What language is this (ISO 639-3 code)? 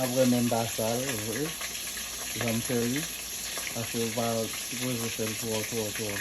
hat